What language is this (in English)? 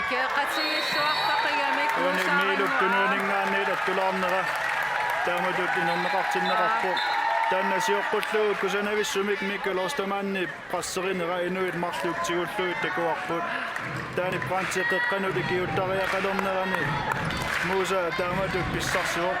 Kalaallisut